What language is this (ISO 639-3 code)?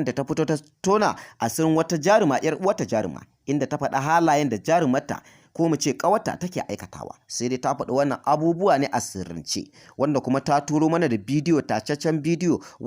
hau